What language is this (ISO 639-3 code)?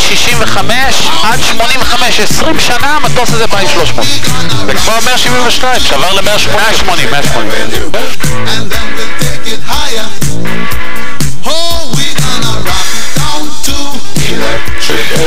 heb